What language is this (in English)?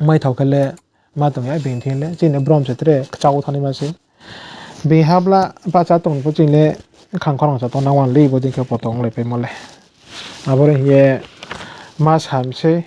Riang (India)